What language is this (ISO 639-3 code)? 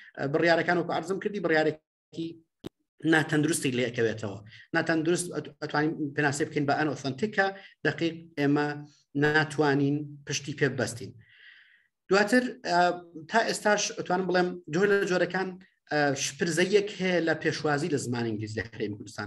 ckb